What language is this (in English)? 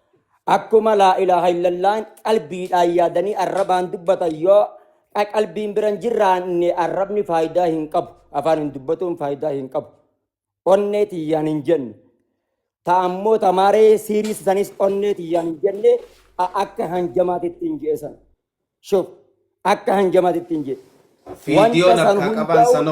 Oromo